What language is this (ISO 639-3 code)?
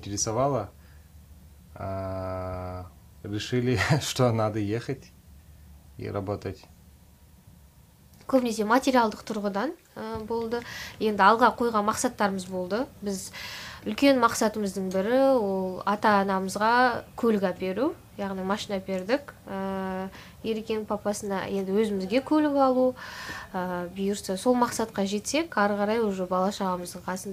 kaz